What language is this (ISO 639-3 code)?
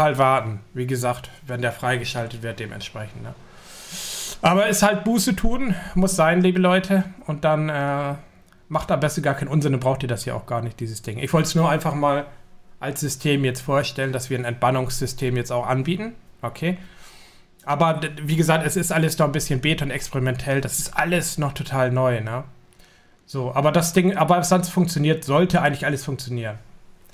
deu